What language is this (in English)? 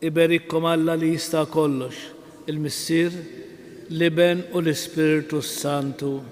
Maltese